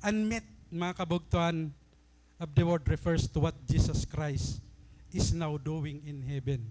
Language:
Waray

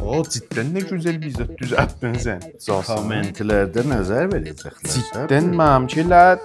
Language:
South Azerbaijani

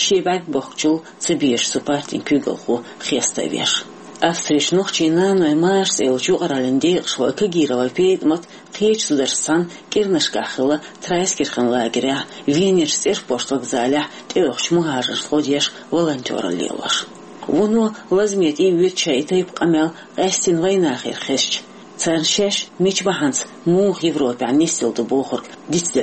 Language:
Chechen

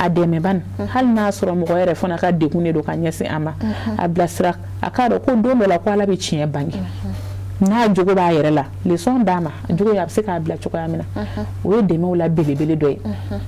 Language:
Bambara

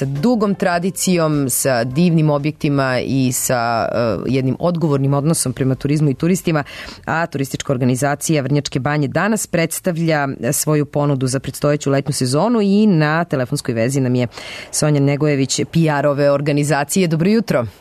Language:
Serbian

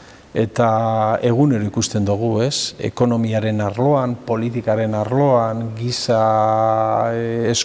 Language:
Basque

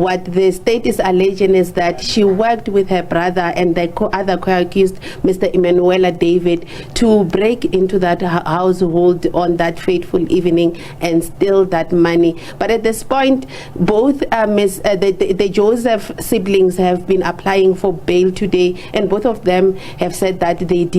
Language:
Venda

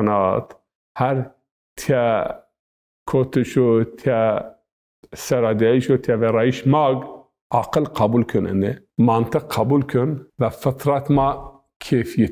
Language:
Zaza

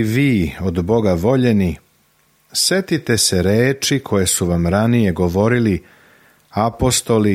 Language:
Serbian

